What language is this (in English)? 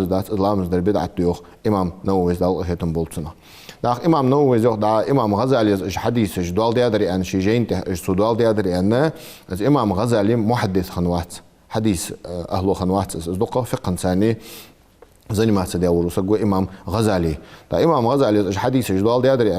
Ingush